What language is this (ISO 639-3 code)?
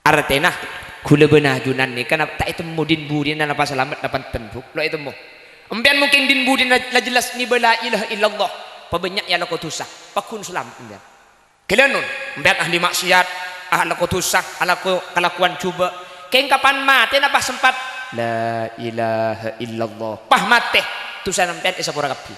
mad